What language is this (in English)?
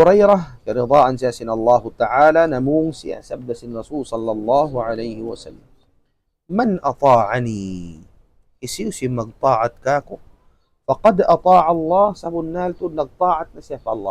Tausug